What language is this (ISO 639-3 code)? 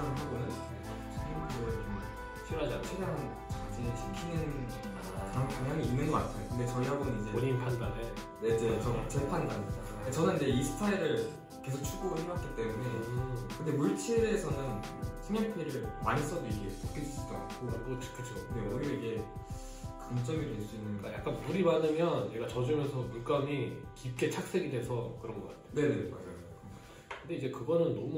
kor